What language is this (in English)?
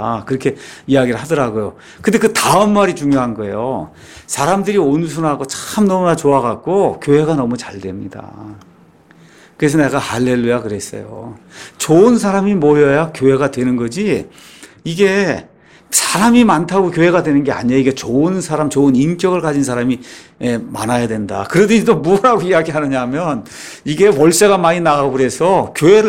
Korean